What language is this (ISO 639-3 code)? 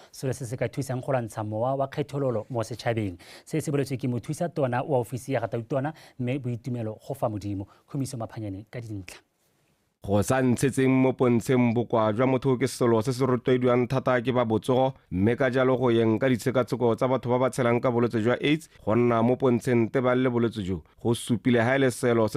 tsn